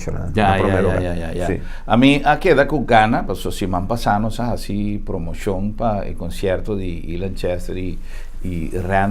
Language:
Papiamento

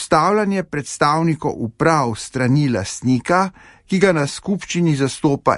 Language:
Slovenian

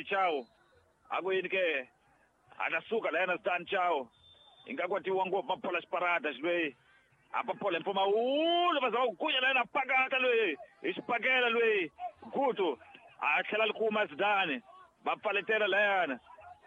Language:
Tsonga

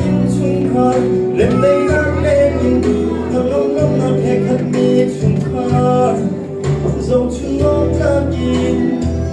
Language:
Hakha Chin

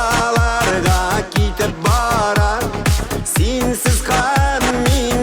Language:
Bashkir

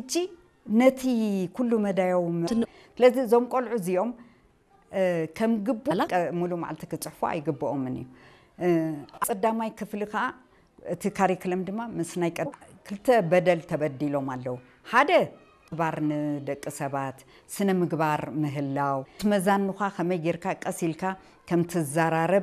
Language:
Tigrinya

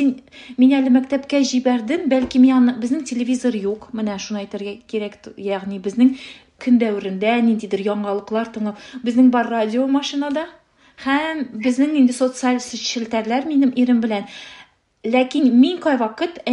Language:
Tatar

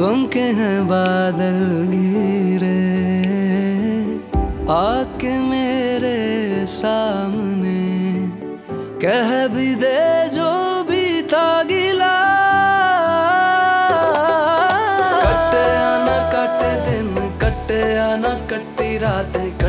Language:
Hindi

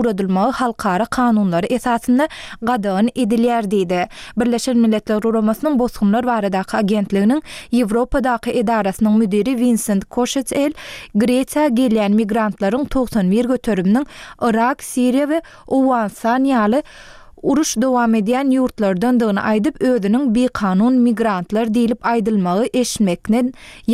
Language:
Turkmen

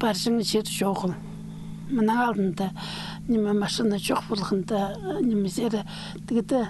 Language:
Khakas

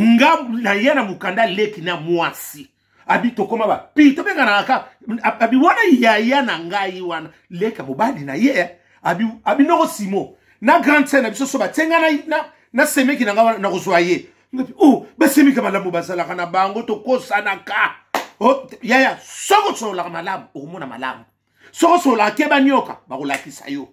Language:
Lingala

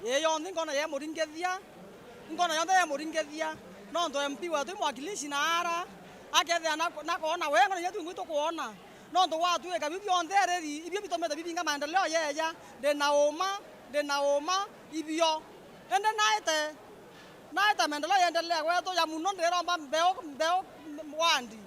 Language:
Meru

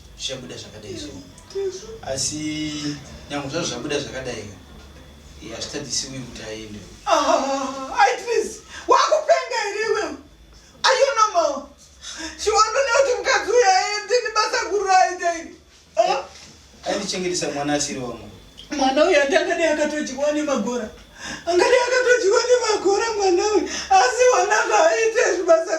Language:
Shona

